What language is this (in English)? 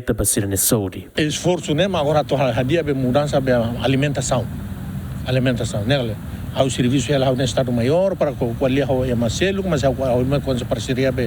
Tetum